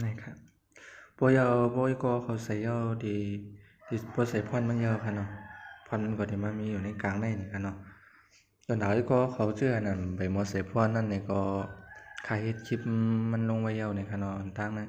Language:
Shan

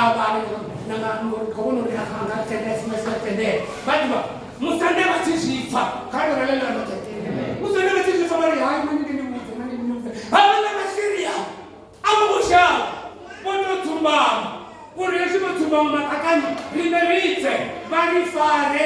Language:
Venda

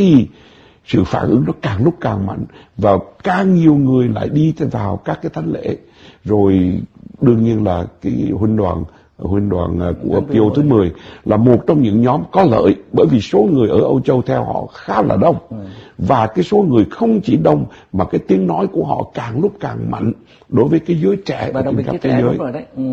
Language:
Vietnamese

